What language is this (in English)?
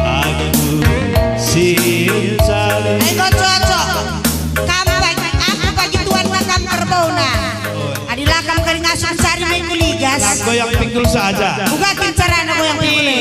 Batak Karo